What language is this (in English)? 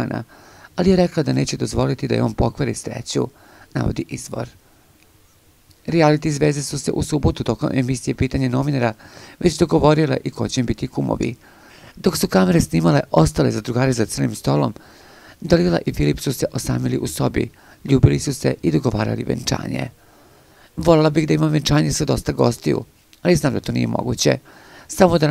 Serbian